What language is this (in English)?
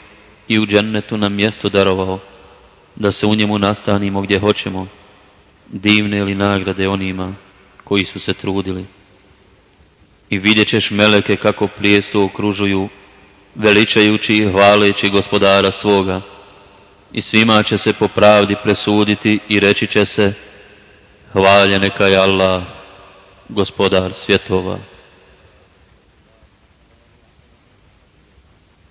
Bosnian